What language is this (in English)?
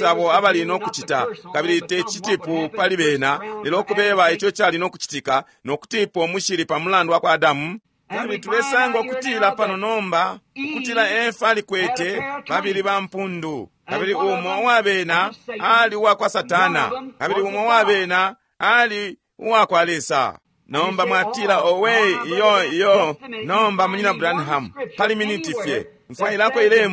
Bemba